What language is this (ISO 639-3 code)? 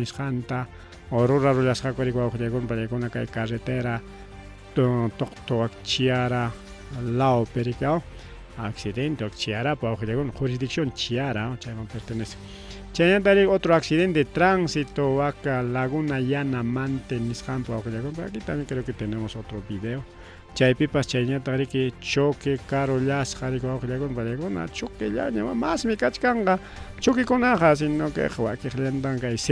quy